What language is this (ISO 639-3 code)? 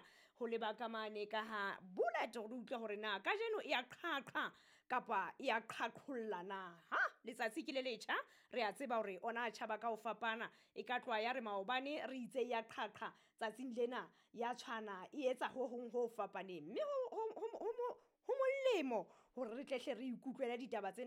sot